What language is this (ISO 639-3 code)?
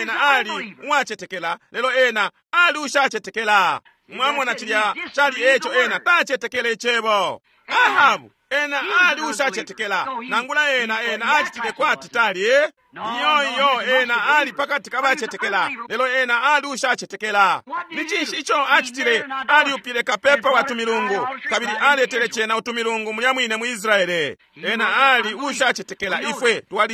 bem